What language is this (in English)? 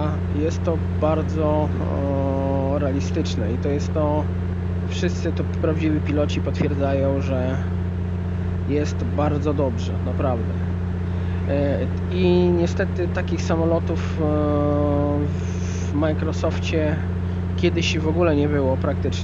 Polish